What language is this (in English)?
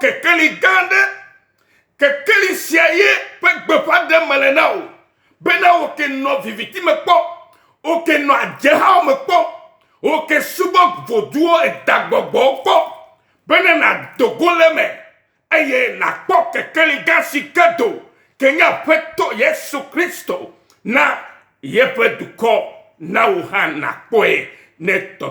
Ewe